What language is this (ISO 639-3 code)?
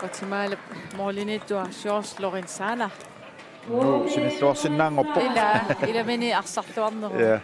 kal